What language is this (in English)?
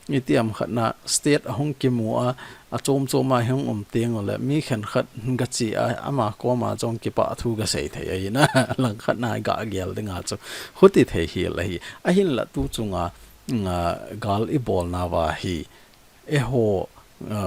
Thado Chin